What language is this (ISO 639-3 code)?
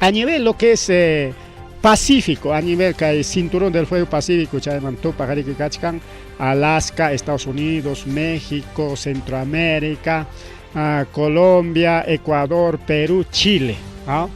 quy